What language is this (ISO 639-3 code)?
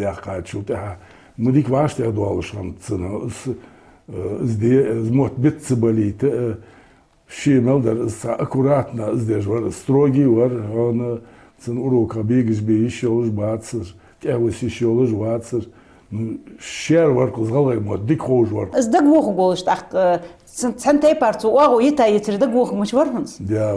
inh